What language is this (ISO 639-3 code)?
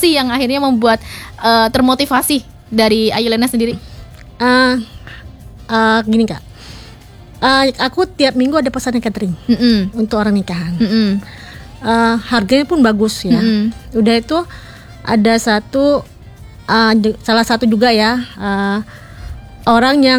ind